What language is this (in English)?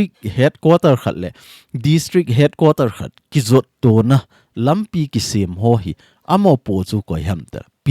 Thado Chin